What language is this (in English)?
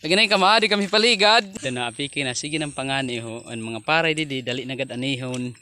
Waray